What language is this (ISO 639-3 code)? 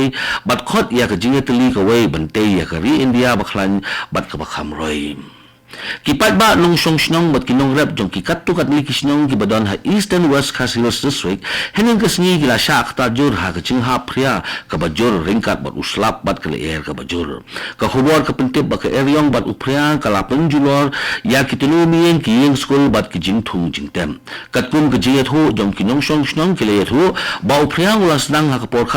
kha